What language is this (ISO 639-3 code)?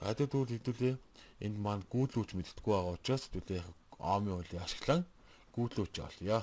mon